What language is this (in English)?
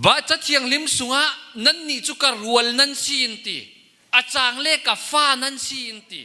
Falam Chin